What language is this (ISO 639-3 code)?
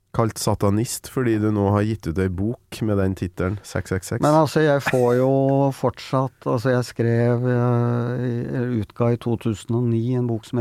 nor